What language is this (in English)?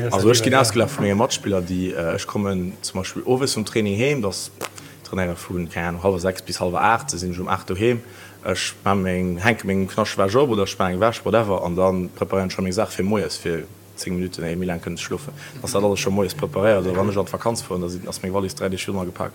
Luxembourgish